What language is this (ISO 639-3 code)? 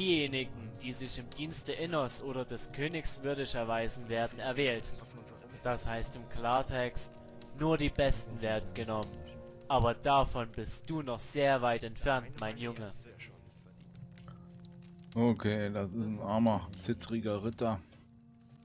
deu